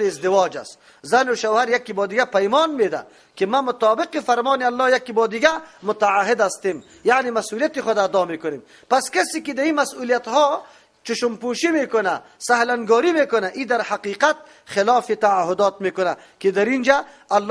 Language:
Persian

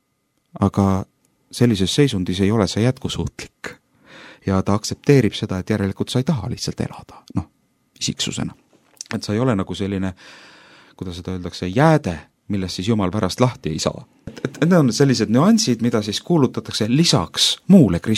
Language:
Estonian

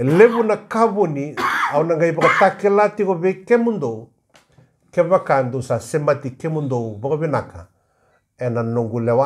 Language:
Fijian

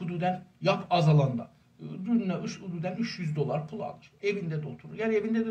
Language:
South Azerbaijani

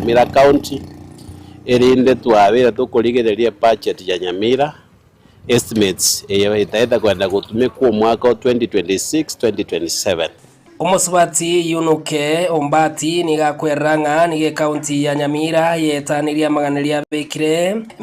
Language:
Gusii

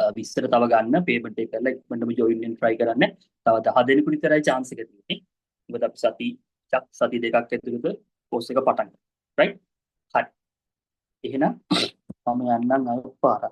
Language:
Sinhala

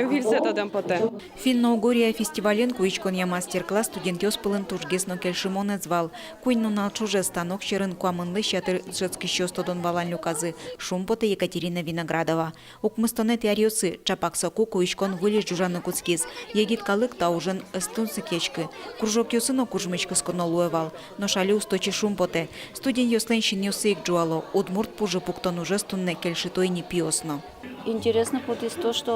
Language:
Udmurt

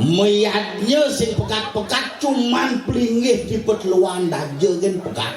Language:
Balinese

